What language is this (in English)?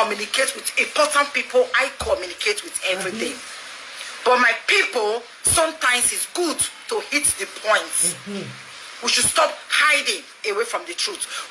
Nigerian Pidgin